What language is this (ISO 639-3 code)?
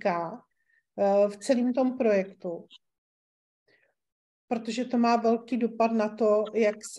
ces